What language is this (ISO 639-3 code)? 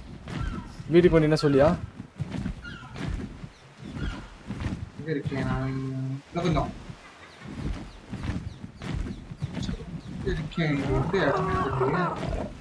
tam